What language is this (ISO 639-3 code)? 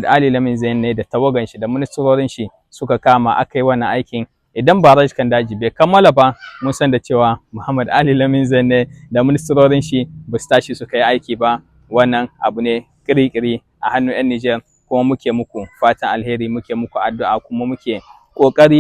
hau